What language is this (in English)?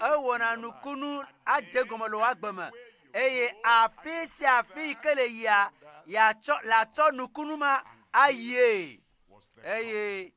Ewe